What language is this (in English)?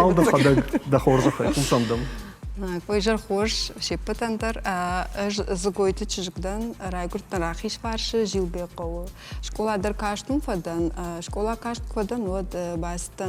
Ossetic